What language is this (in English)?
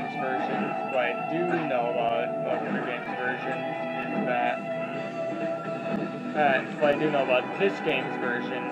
English